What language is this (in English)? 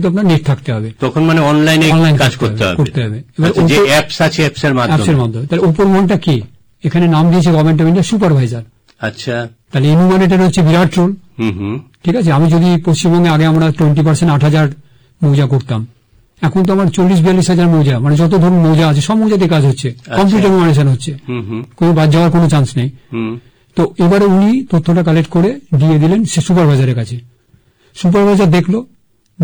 Bangla